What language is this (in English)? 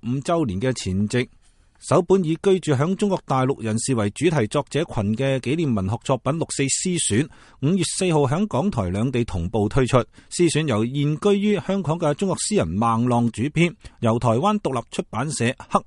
Cantonese